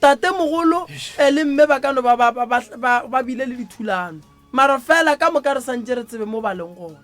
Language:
Northern Sotho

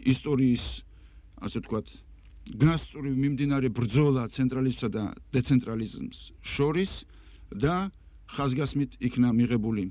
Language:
Georgian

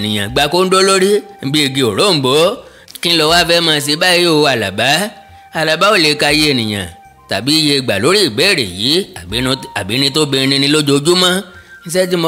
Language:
Yoruba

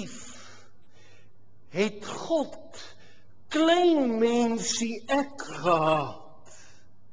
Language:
Afrikaans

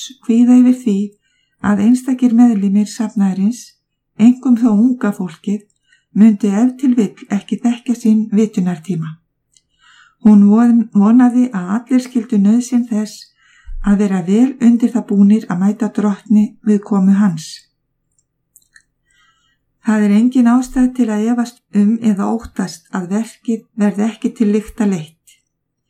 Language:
Icelandic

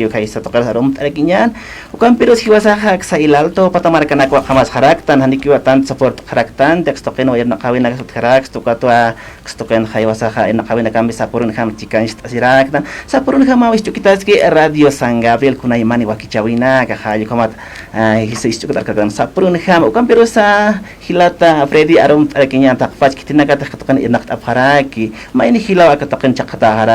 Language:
Aymara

